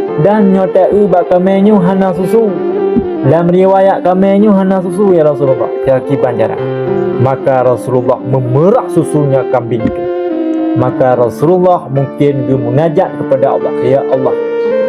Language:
Achinese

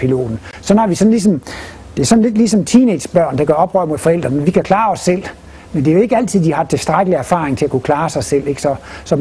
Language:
Danish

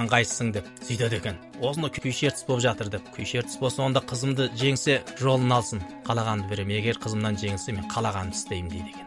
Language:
Kazakh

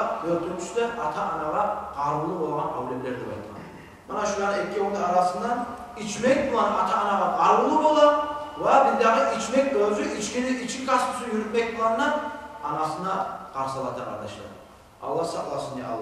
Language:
Kumyk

